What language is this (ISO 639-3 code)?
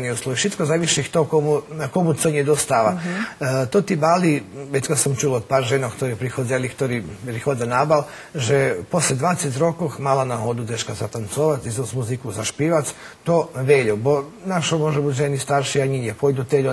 rue